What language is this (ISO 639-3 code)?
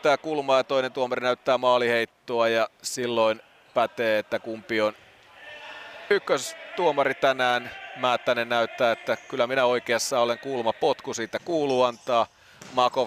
fin